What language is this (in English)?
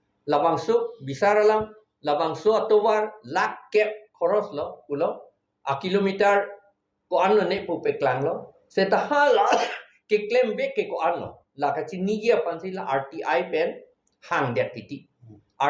Karbi